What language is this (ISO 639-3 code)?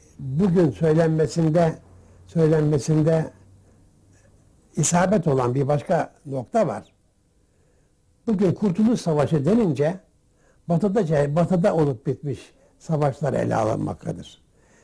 tur